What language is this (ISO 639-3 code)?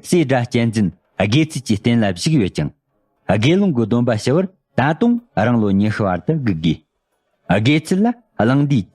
bod